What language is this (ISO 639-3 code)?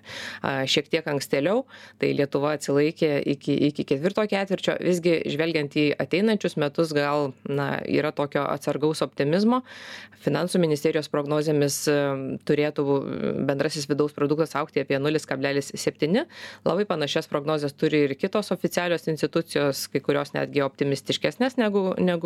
lit